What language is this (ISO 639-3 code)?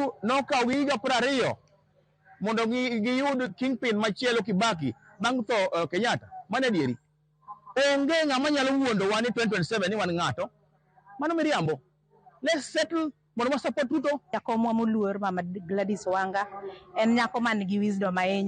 luo